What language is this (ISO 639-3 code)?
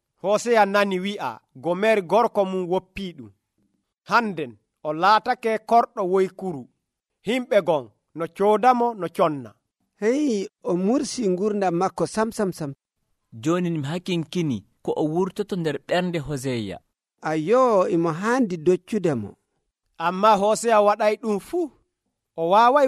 fuv